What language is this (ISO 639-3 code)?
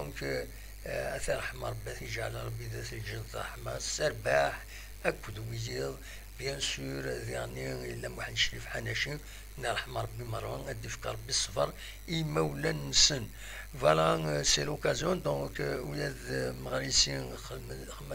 kab